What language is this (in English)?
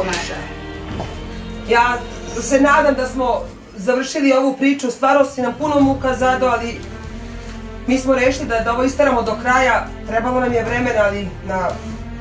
Serbian